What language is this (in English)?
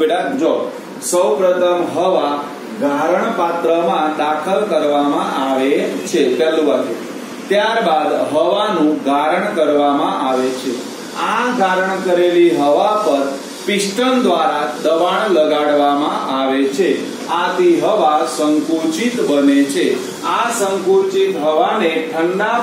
Gujarati